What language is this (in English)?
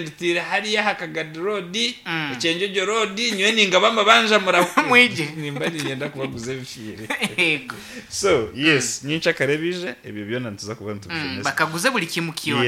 Nyankole